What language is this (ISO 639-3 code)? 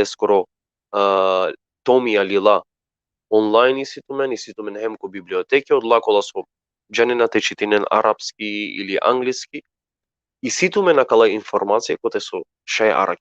rmn